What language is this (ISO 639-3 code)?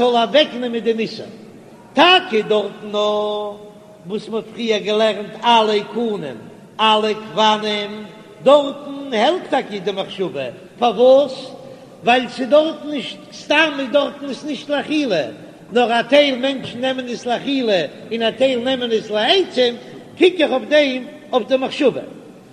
yid